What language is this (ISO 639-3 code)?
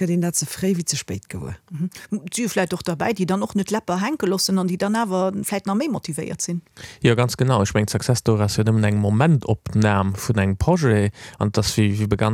ltz